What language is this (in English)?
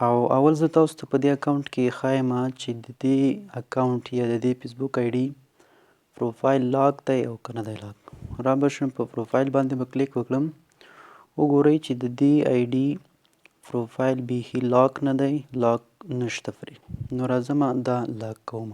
Pashto